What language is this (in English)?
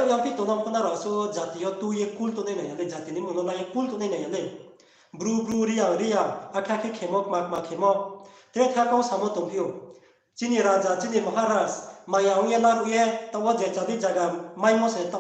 Riang (India)